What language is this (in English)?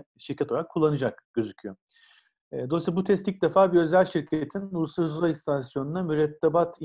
Turkish